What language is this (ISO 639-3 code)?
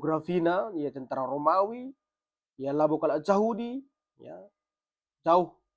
btx